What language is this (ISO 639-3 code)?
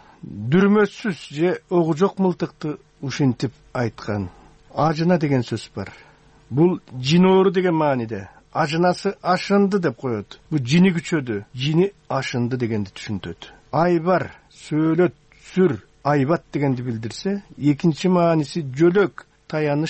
kir